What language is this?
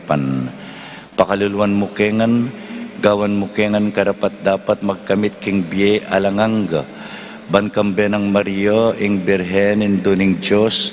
Pampanga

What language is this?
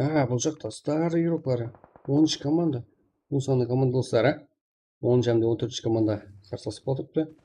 Kara-Kalpak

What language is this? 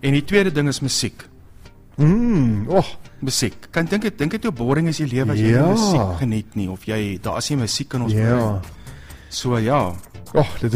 Afrikaans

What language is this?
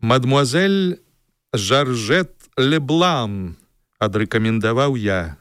Belarusian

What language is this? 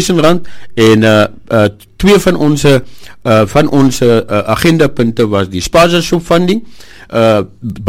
Afrikaans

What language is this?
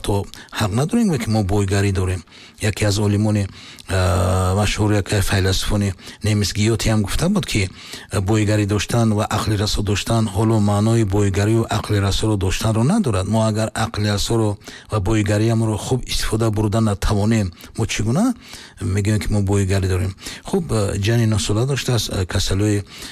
Tajik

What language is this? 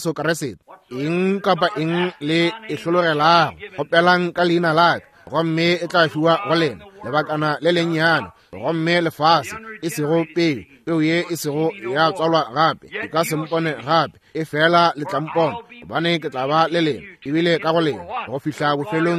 Northern Sotho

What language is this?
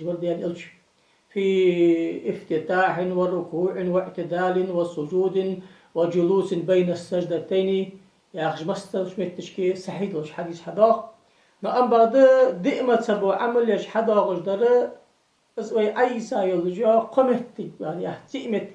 Ingush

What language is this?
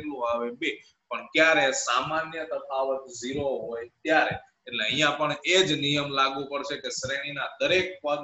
Gujarati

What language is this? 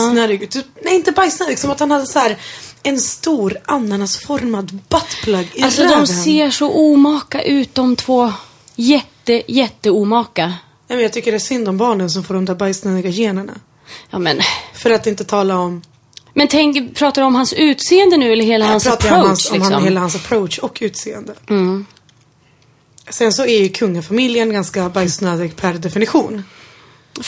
Swedish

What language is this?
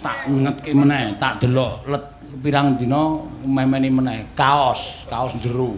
Javanese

